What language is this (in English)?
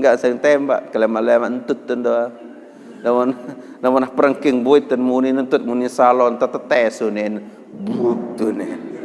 Sasak